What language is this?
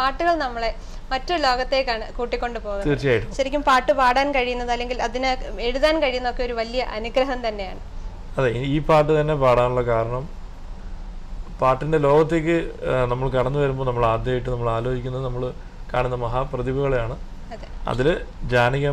Malayalam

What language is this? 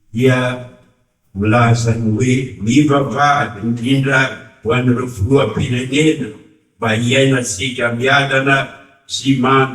Malagasy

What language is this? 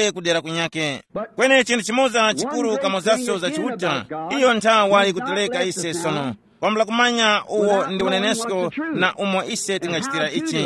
Tumbuka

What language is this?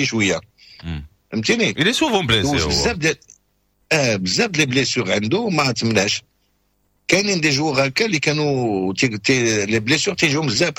Moroccan Arabic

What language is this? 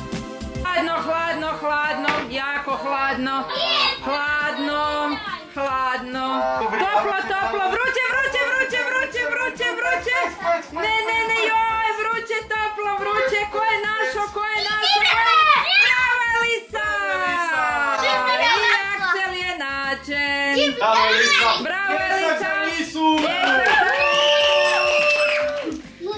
Croatian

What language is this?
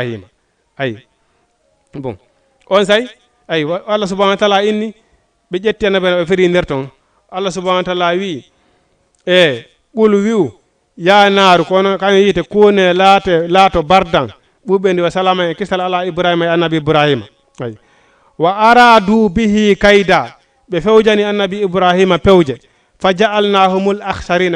Fula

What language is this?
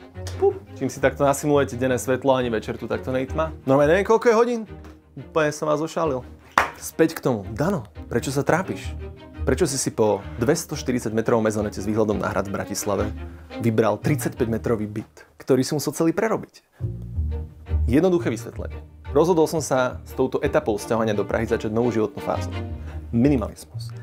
Slovak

